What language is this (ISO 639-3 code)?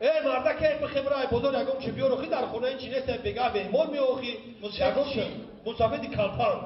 tgk